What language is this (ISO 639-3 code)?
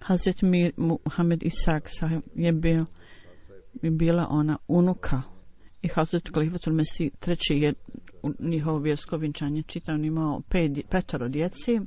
bos